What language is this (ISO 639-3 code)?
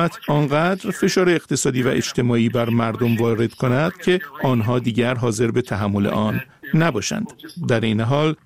fas